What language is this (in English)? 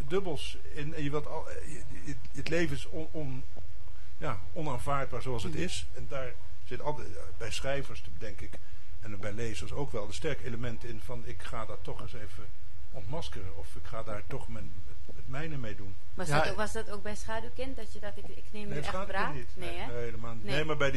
Dutch